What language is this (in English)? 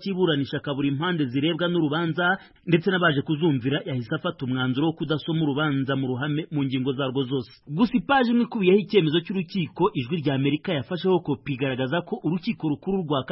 Kinyarwanda